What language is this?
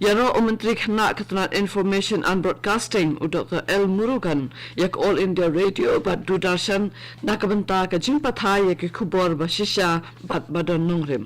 Khasi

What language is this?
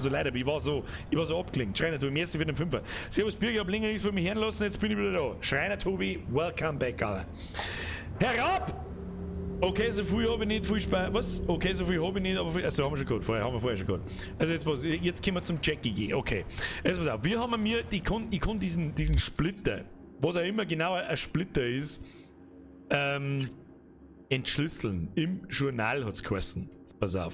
Bavarian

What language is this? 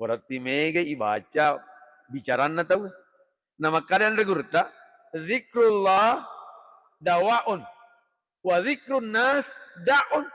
Buginese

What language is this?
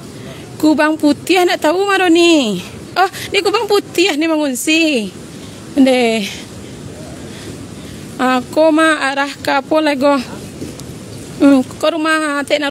Minangkabau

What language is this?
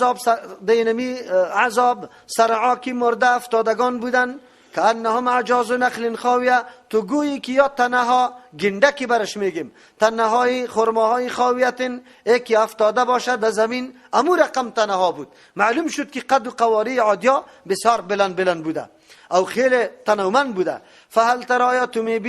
Persian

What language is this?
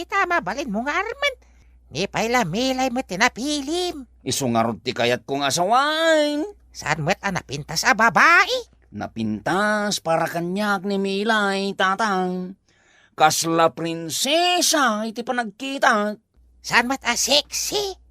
Iloko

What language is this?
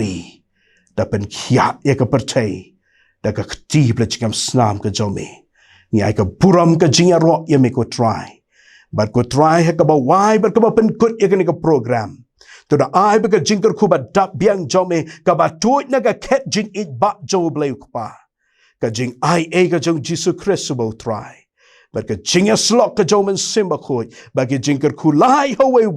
Khasi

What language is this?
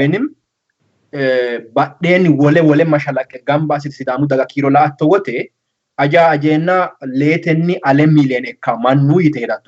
Sidamo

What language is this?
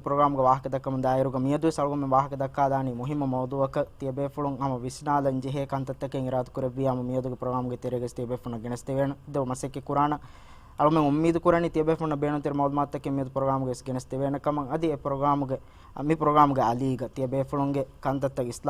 Divehi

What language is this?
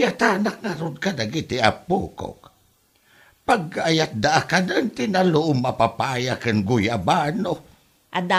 Iloko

